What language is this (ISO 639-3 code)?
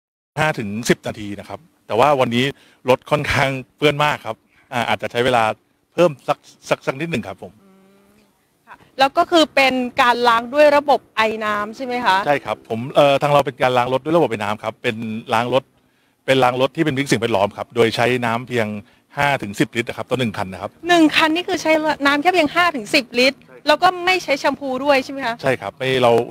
tha